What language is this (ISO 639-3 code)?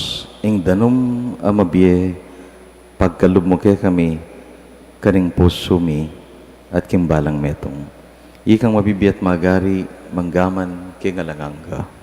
pam